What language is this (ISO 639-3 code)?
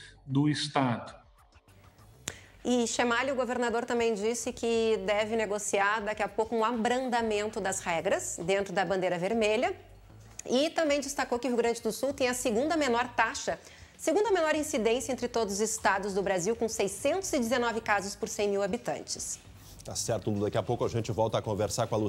por